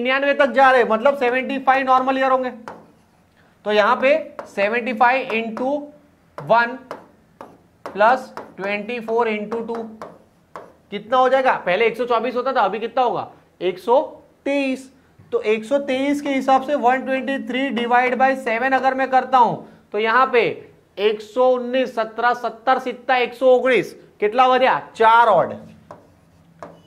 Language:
Hindi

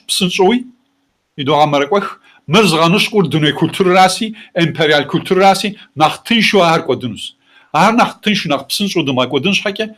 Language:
Kabardian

